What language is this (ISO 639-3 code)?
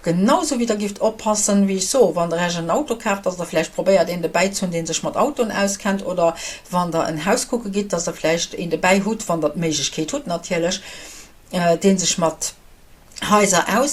ltz